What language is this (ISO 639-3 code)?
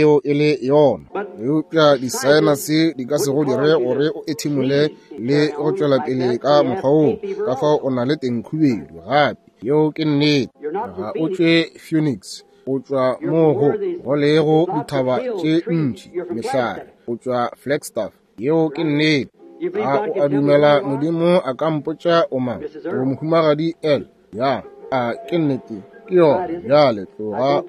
nso